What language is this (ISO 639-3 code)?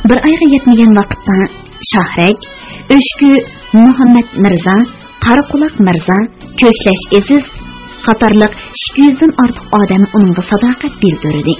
uig